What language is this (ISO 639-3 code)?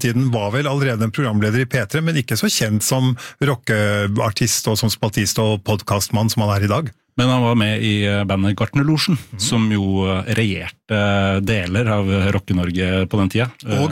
nor